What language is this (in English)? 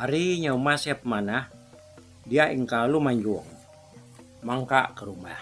Iban